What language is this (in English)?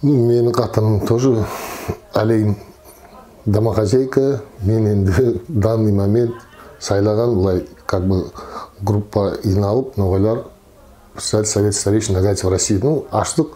Nogai